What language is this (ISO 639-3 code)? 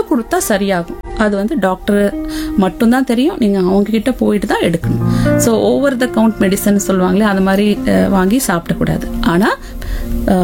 tam